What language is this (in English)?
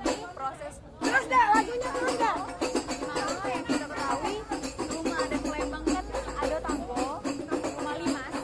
Musi